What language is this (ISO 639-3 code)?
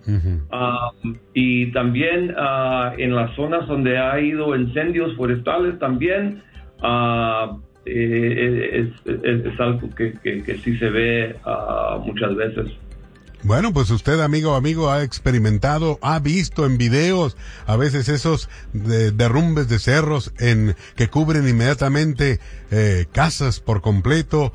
spa